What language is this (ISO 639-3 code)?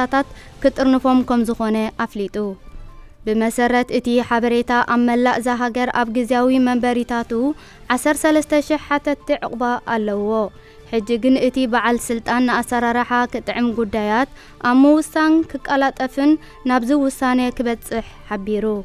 tir